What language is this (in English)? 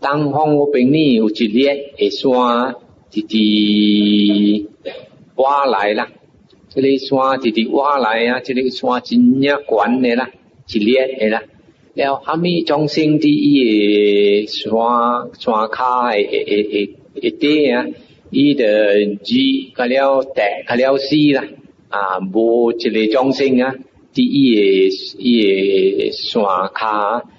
Min Nan Chinese